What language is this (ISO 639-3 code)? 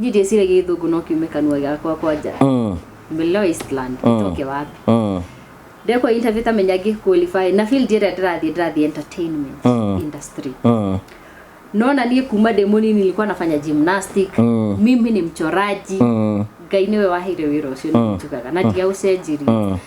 kik